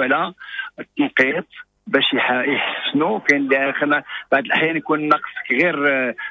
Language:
Moroccan Arabic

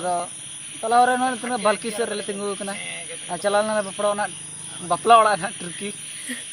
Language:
Santali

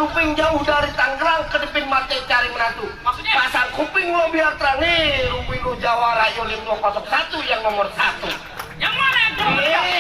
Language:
Betawi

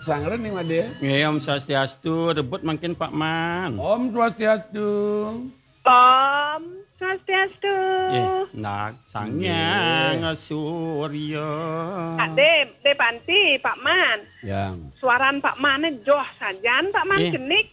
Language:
Balinese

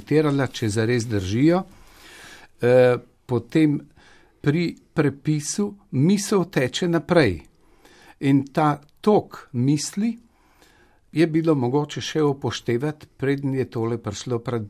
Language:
Slovenian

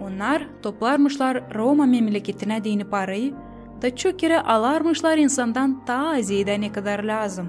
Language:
Gagauz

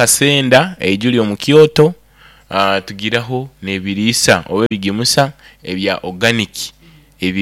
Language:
Nyoro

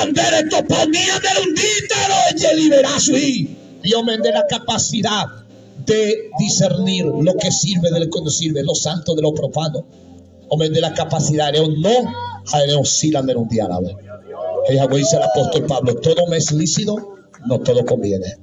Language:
Guarani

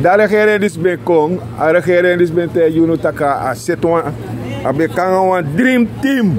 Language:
Sranan Tongo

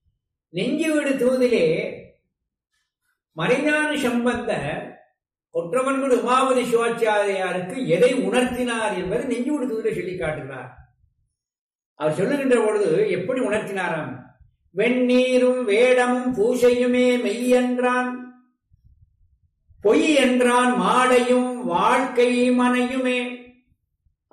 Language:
Tamil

